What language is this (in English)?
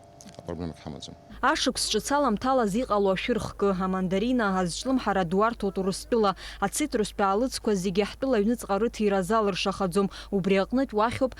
Abkhazian